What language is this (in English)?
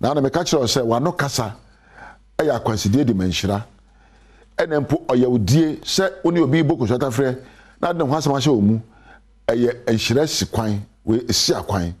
Akan